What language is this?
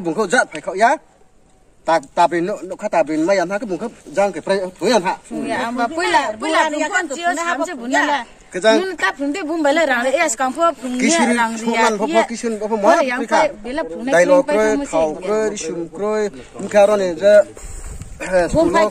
Riang (India)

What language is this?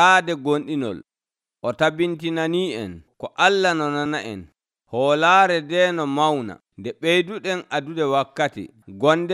Nigerian Fulfulde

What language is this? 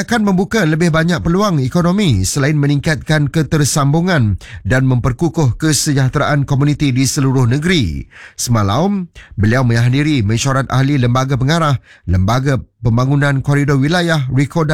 Malay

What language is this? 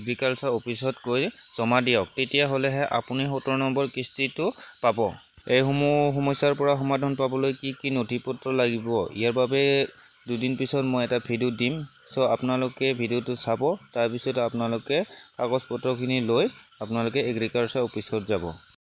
Assamese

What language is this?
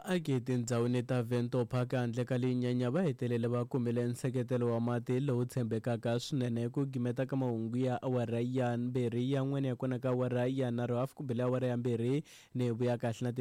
Tsonga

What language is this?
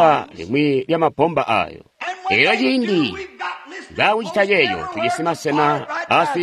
Tonga (Zambia)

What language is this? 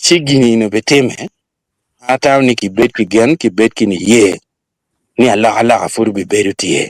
Acoli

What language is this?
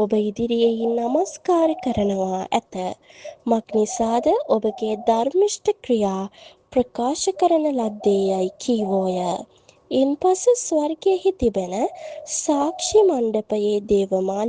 Sinhala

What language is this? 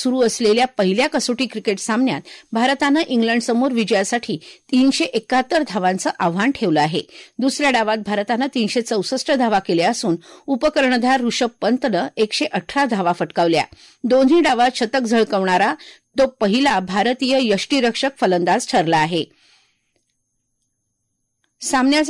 Marathi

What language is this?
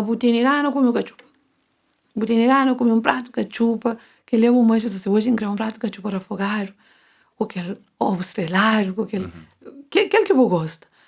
Kabuverdianu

